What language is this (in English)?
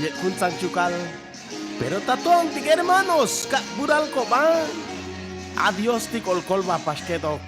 Chuj